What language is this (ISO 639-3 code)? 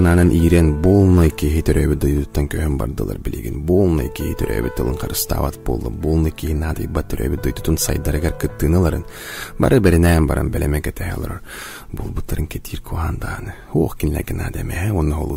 sah